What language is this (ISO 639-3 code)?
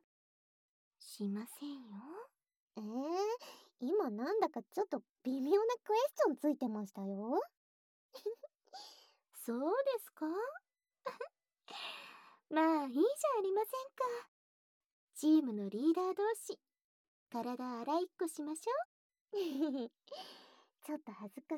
jpn